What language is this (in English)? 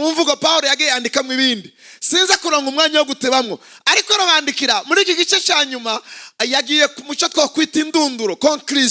Rundi